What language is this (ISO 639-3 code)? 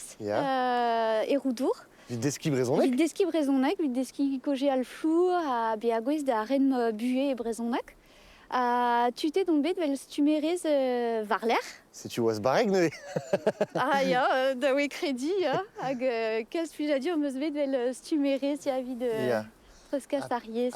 bre